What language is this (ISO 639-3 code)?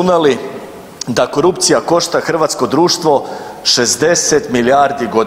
hrv